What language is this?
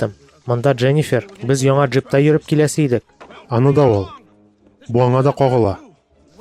Tatar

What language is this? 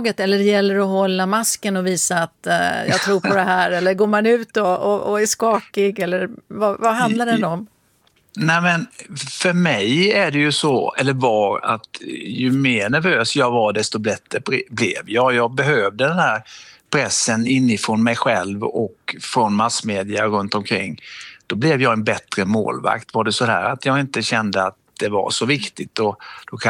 Swedish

